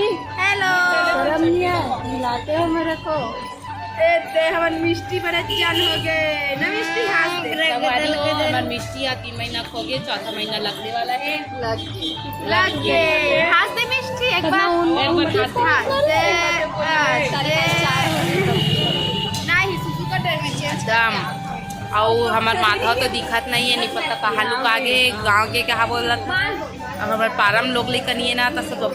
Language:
Chhattisgarhi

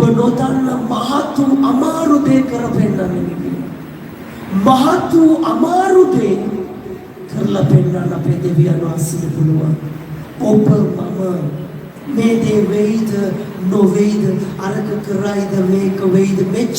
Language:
Sinhala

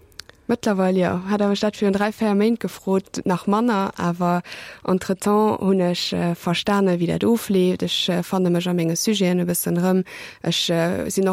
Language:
Luxembourgish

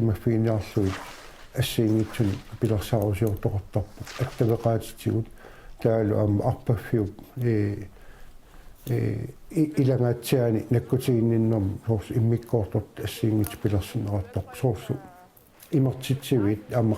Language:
Kalaallisut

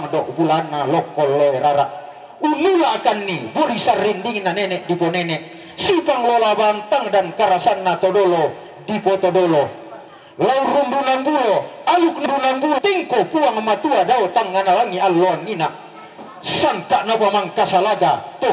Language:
Toraja-Sa'dan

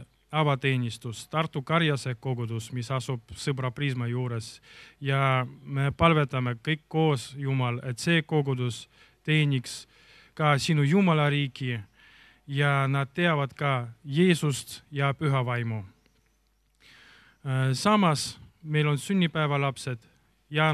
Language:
Estonian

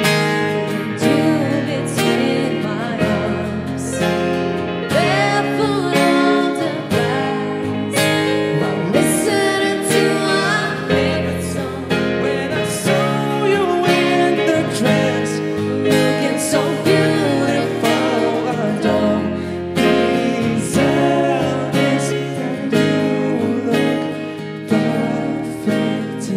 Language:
English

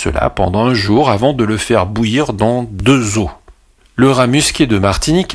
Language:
French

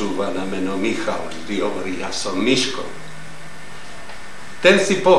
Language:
Slovak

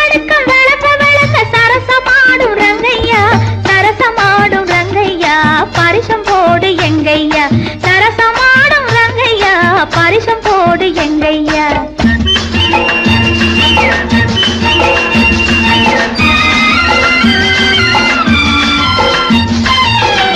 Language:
Tamil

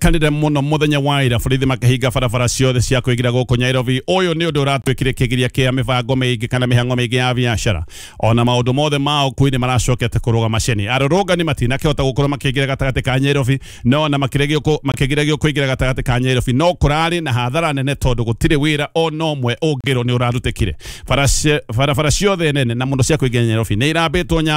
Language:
Kikuyu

